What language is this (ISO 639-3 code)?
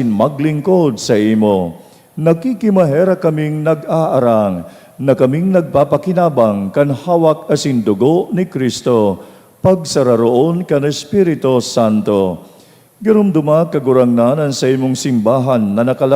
bik